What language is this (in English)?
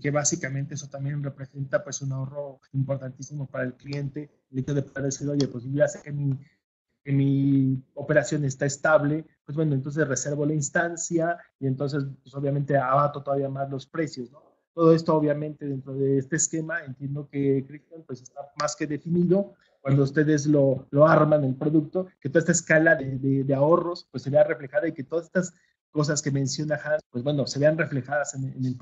Spanish